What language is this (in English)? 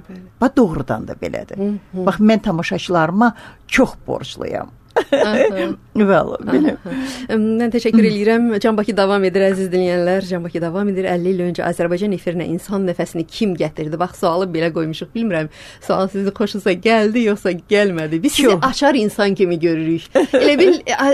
Azerbaijani